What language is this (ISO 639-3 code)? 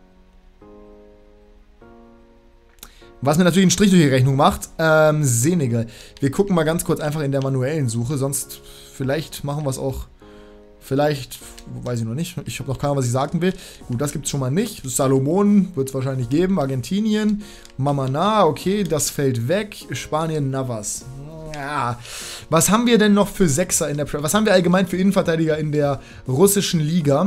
deu